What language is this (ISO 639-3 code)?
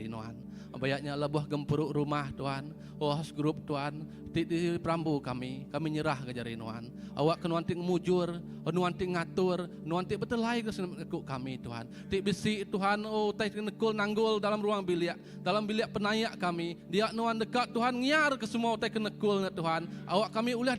iba